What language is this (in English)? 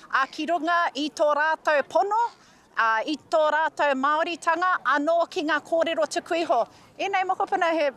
Māori